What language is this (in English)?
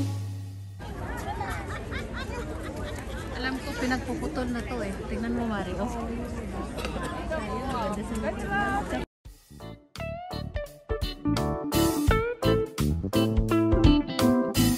Filipino